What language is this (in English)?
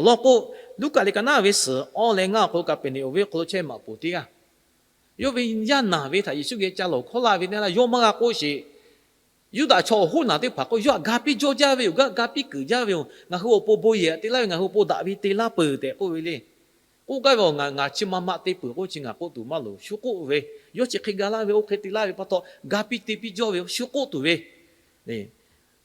Lahu